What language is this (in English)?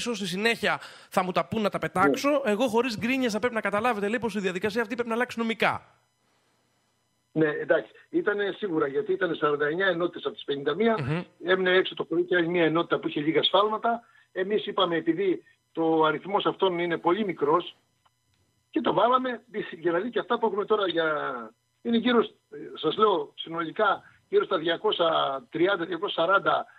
Greek